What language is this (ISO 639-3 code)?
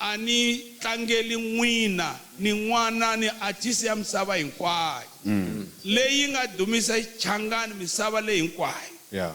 tso